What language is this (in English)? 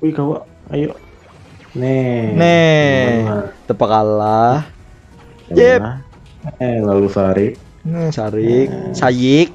Banjar